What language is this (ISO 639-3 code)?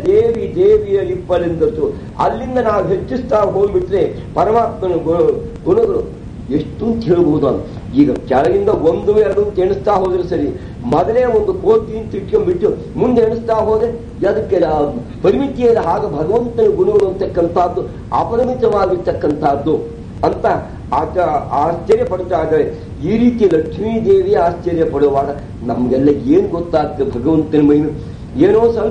kan